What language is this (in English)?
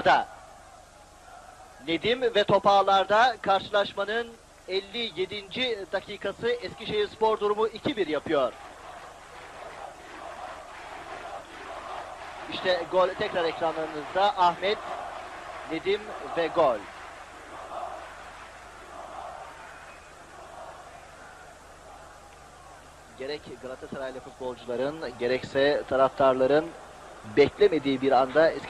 Turkish